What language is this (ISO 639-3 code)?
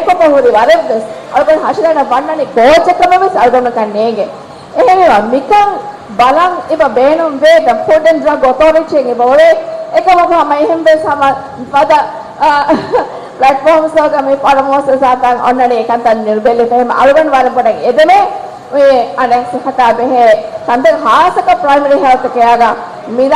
div